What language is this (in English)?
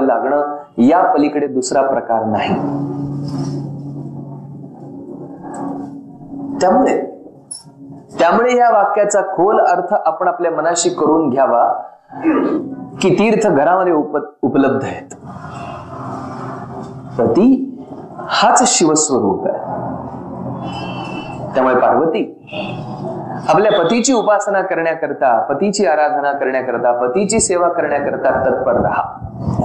Marathi